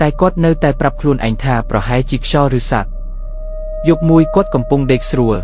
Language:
Khmer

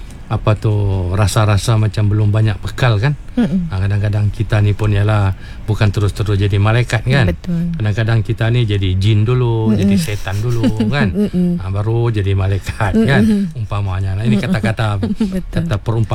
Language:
Malay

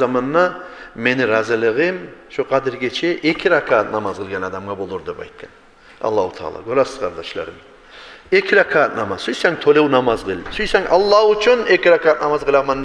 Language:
Kumyk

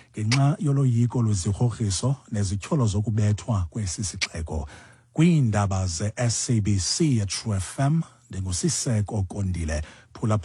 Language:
Xhosa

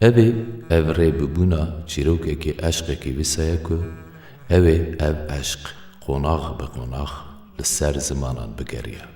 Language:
Kurdish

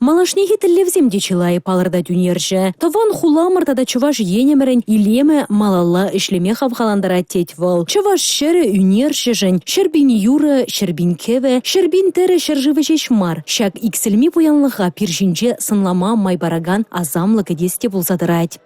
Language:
Chuvash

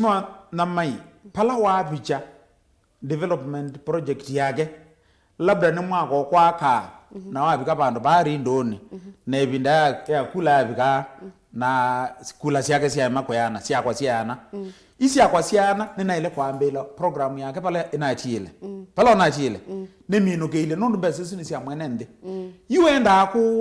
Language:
Kamba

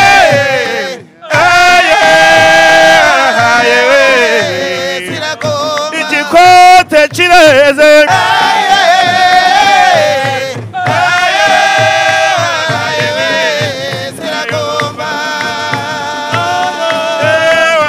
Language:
Kinyarwanda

